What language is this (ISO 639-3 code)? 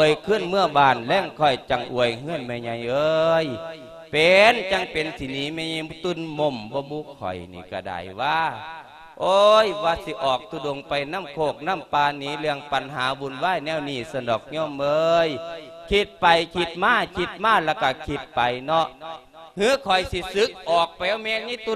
lao